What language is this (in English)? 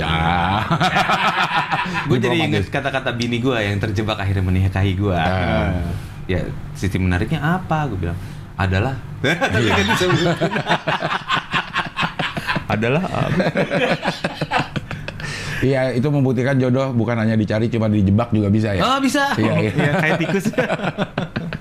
Indonesian